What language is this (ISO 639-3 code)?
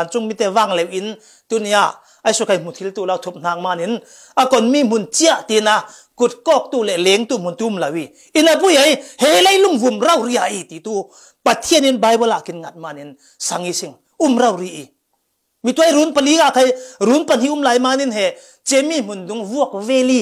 cfm